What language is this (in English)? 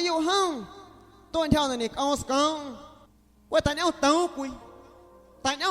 Guerrero Amuzgo